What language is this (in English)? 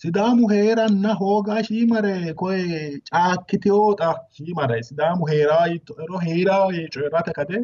Sidamo